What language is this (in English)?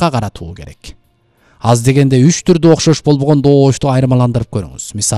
Kyrgyz